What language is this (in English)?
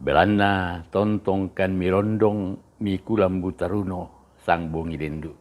Toraja-Sa'dan